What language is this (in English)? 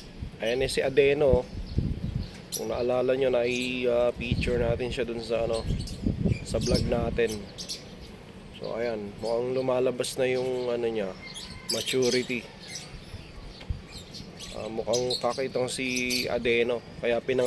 Filipino